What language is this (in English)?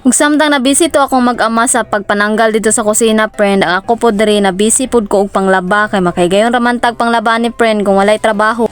Cebuano